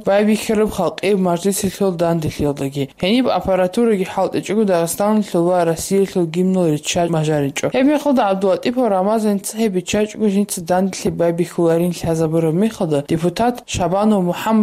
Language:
Avaric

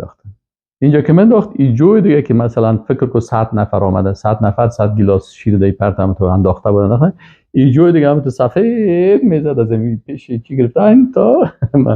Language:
Persian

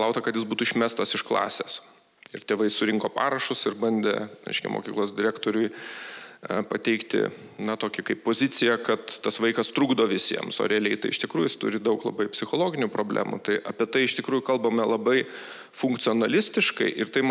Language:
Lithuanian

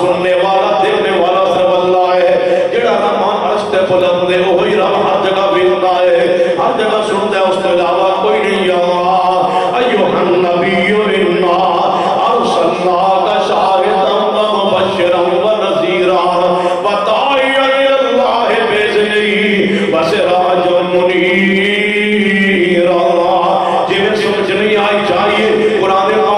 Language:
Urdu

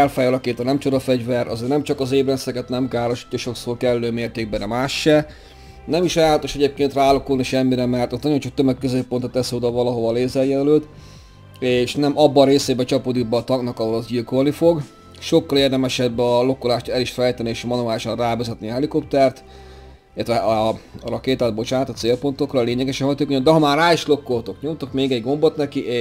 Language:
Hungarian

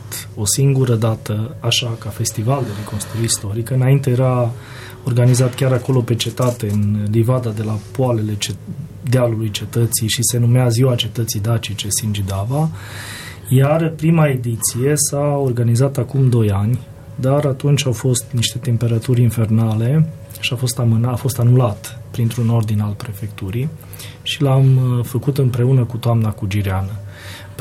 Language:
Romanian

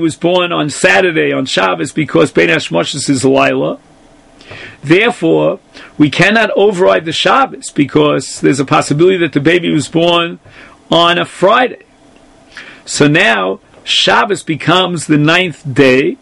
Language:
English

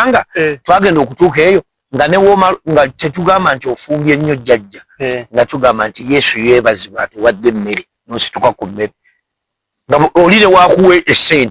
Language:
Ganda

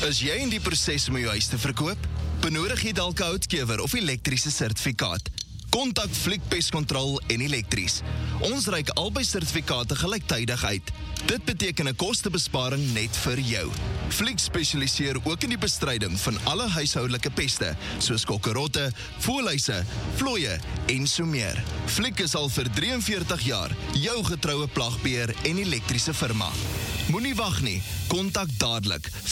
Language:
Afrikaans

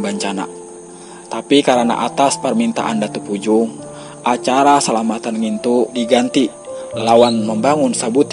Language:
Banjar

